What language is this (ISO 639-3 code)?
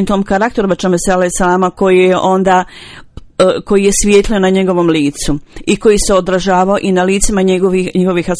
bos